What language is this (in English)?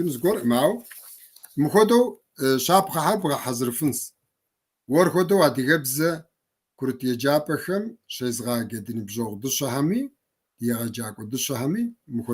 Kabardian